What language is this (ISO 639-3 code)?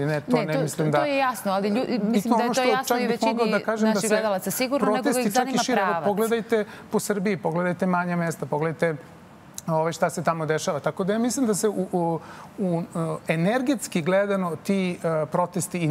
srp